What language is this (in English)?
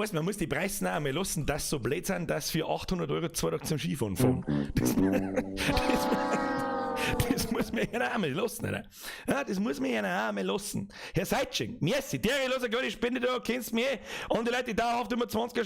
Bavarian